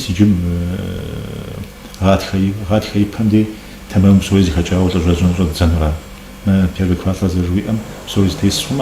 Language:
Kabardian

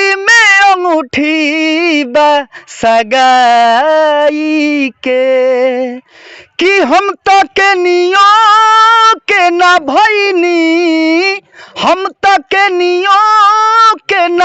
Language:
Bhojpuri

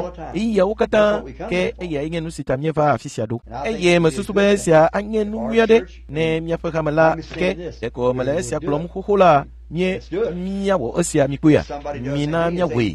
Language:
Ewe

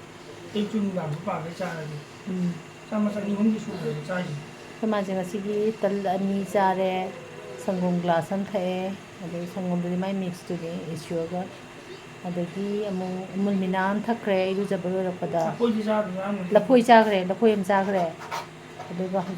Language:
Manipuri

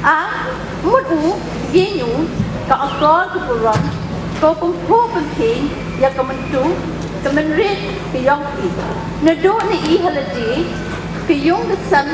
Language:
Khasi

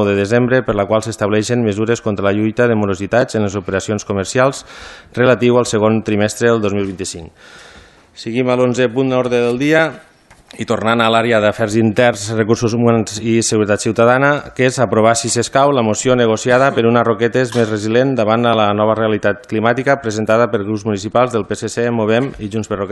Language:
Catalan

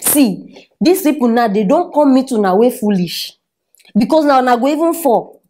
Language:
Nigerian Pidgin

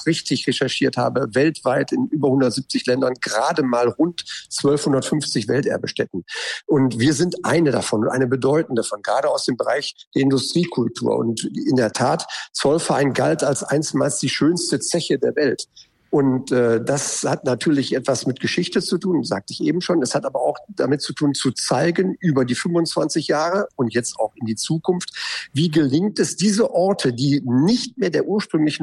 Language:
German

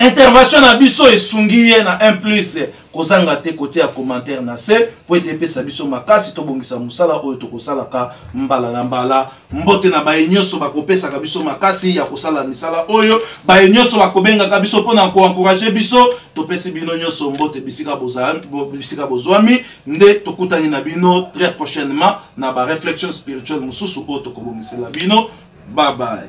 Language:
Lingala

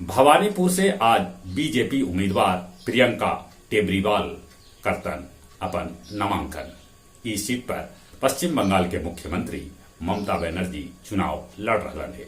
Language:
Magahi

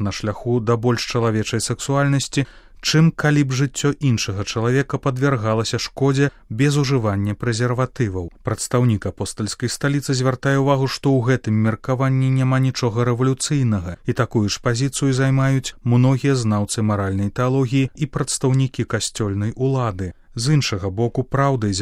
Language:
Belarusian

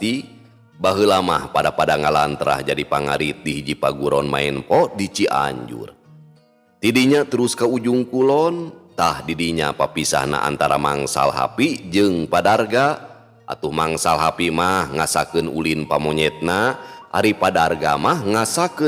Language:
Sundanese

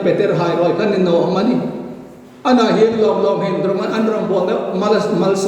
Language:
Hmar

